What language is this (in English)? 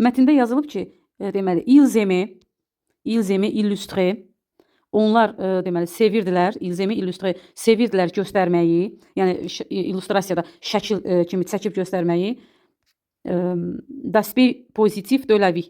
Azerbaijani